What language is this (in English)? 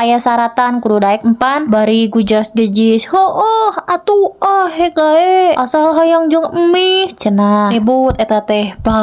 Sundanese